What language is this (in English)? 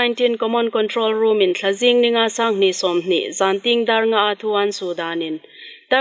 Hmar